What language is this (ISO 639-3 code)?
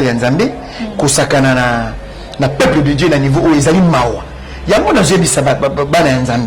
lin